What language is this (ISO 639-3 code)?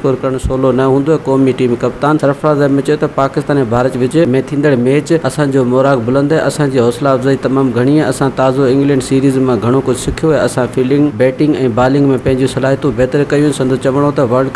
snd